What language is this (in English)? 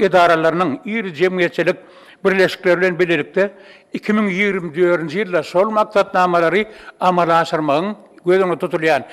Turkmen